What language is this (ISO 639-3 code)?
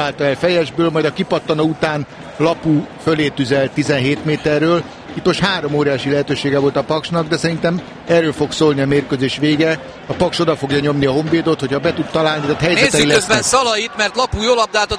hun